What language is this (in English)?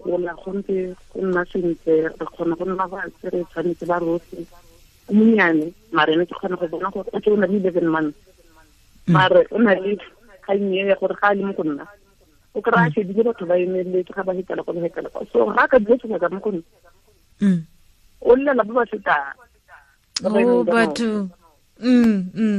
Tswana